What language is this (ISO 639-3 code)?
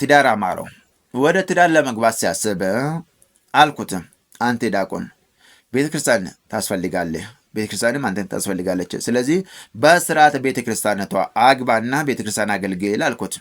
amh